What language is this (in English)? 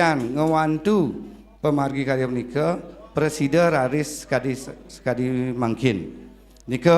Balinese